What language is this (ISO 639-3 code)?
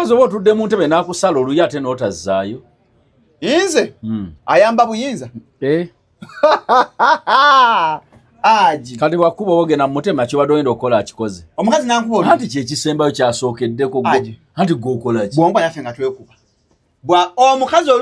lug